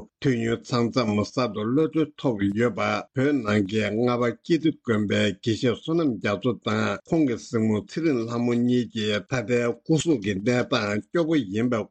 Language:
Tibetan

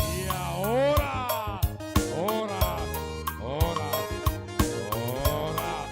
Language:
Batak Simalungun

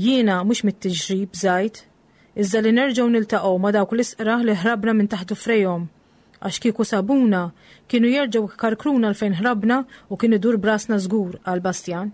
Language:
Maltese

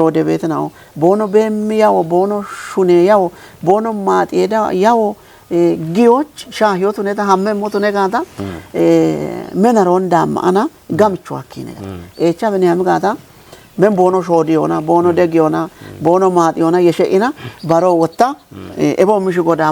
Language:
Kafa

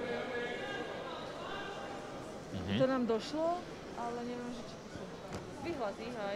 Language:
Slovak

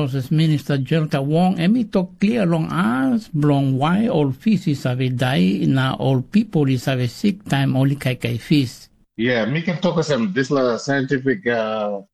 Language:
Tok Pisin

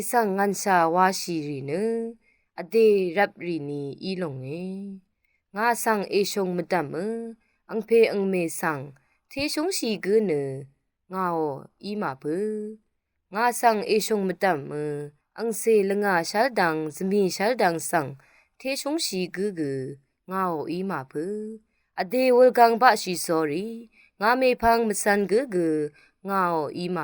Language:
Rawang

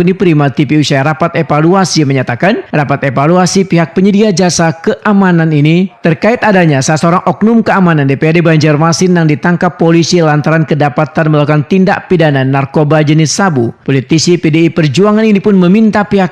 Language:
Banjar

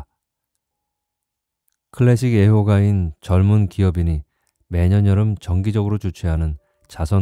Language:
Korean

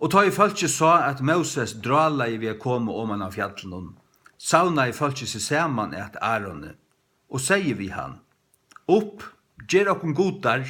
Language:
Faroese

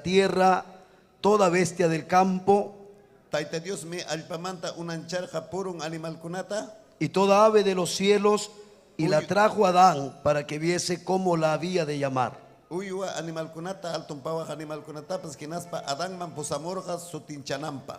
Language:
Ayacucho Quechua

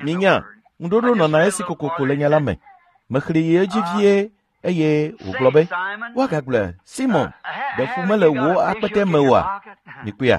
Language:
Ewe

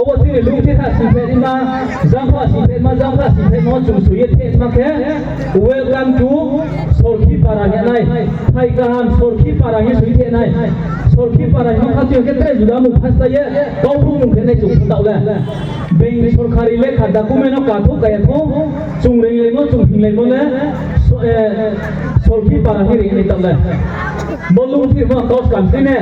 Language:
Riang (India)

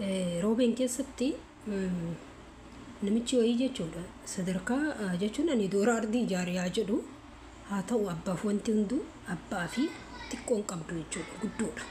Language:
Oromo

